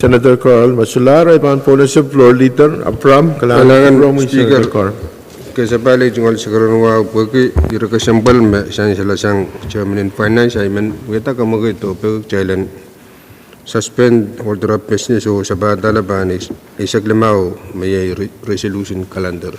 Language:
Pohnpeian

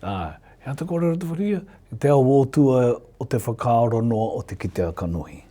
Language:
Māori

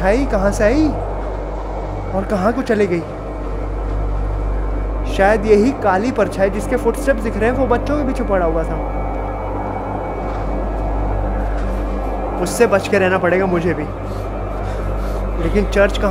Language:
Hindi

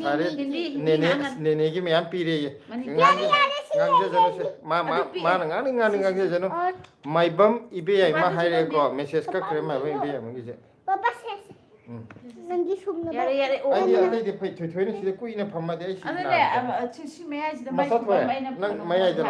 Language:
Manipuri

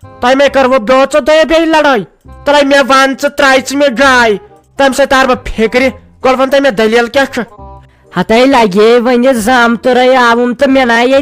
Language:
Kashmiri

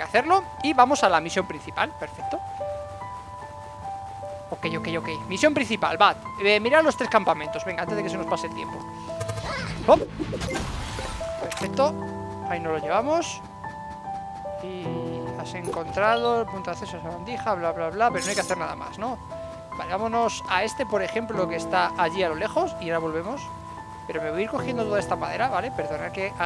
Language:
Spanish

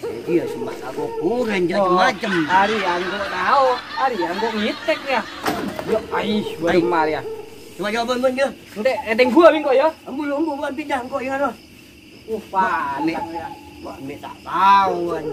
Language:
Madurese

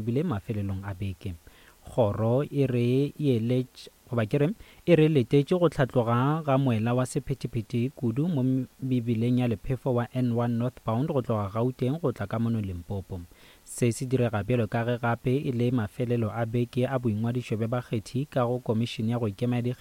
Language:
Northern Sotho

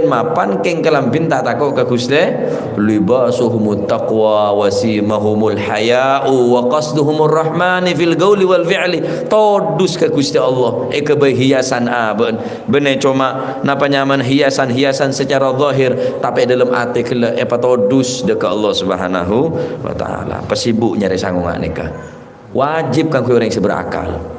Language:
Madurese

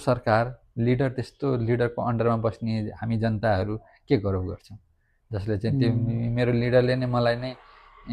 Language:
Nepali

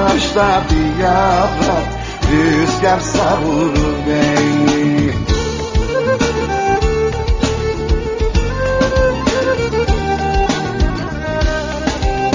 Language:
Turkish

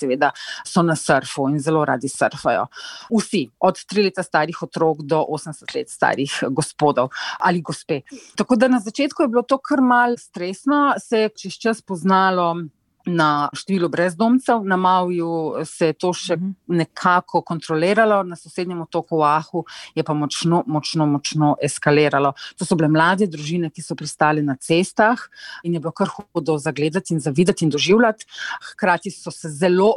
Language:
Slovenian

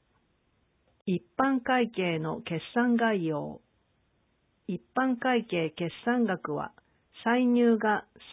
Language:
Japanese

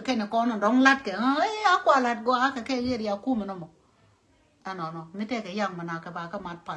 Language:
Nuer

